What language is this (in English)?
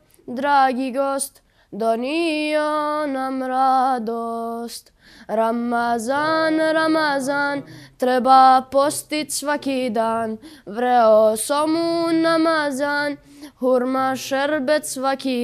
Bosnian